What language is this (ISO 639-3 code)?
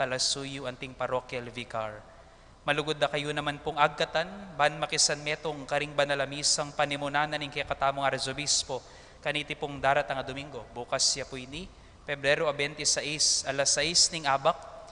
pam